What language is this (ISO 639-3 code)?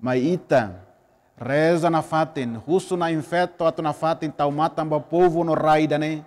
tet